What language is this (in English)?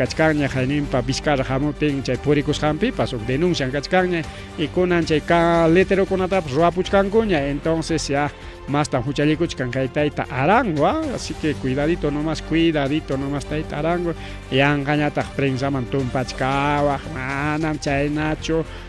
Ayacucho Quechua